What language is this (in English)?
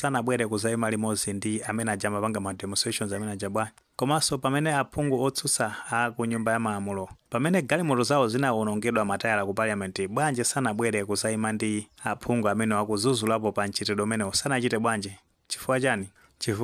Nyanja